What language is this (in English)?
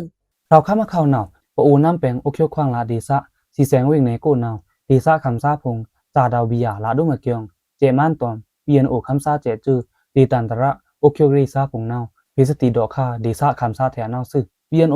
Pa'o Karen